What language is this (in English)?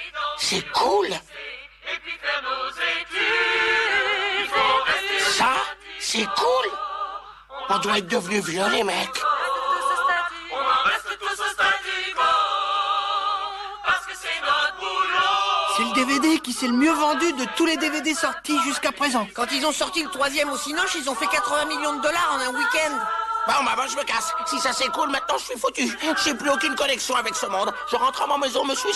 French